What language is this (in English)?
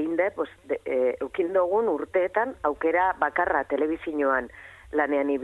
Basque